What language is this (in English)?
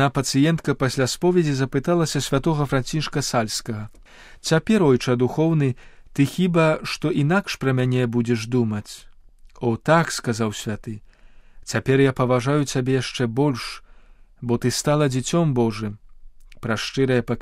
Belarusian